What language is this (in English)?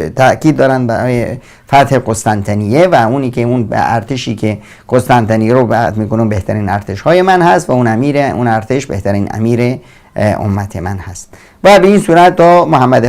Persian